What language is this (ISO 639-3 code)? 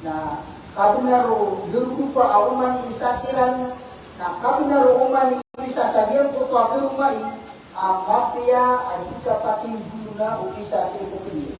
mrw